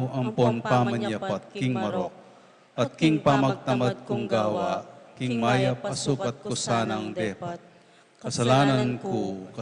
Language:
Pampanga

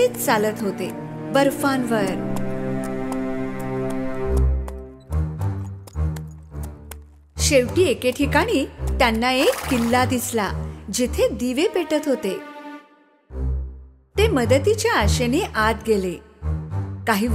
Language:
Marathi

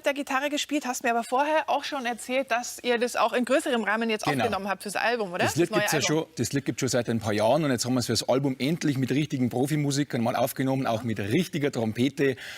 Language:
Bavarian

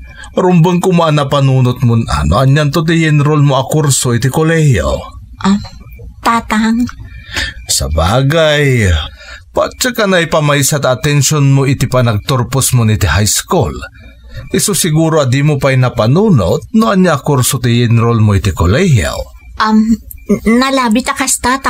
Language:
Iloko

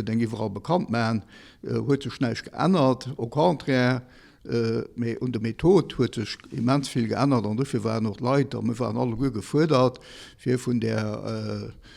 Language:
Luxembourgish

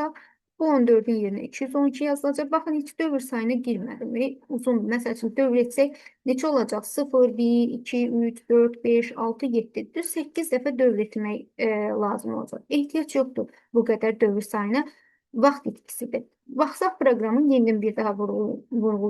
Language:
Azerbaijani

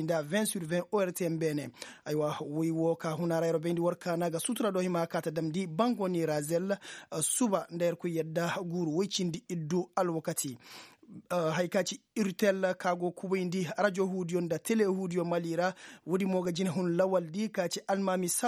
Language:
Koyraboro Senni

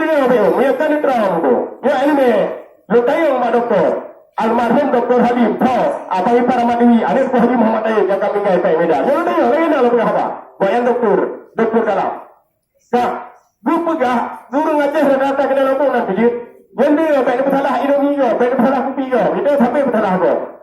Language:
Achinese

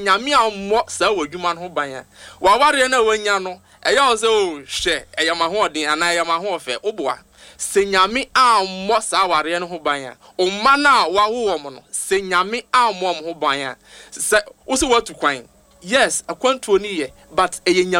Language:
Akan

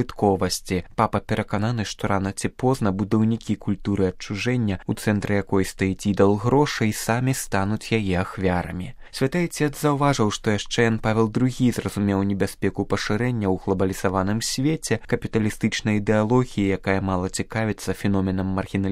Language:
Belarusian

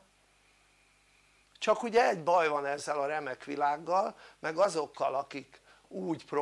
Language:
Hungarian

